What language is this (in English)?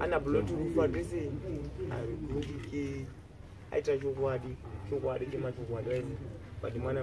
Shona